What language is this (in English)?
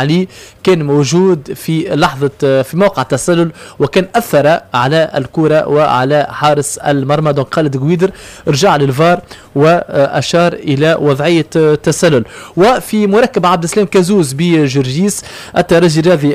Tunisian Arabic